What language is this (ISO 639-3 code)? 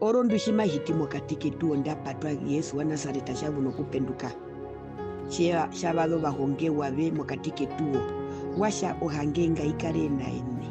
her